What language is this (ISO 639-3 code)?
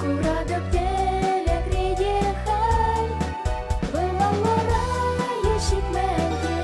chv